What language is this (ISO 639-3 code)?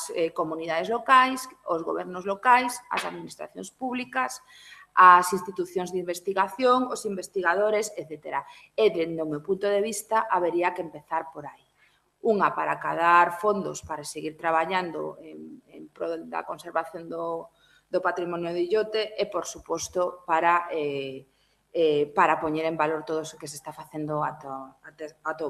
glg